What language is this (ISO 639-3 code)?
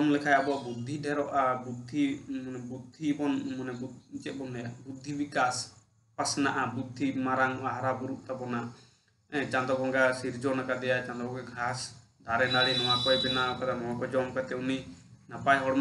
sat